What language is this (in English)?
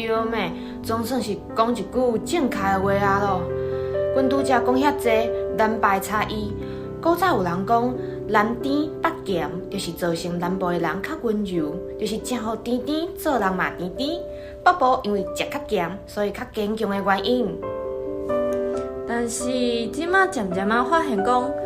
Min Nan Chinese